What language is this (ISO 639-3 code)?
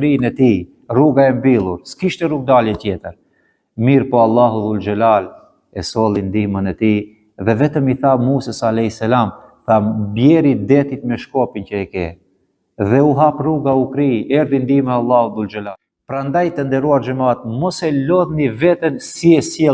sqi